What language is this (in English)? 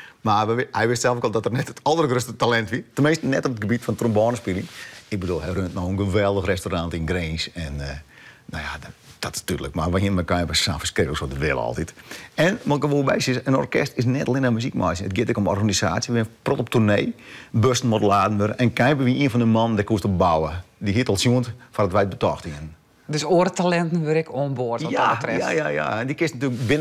Western Frisian